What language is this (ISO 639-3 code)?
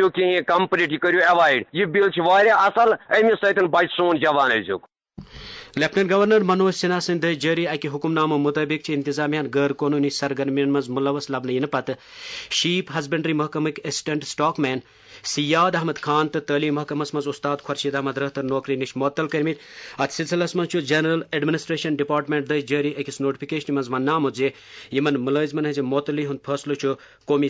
kas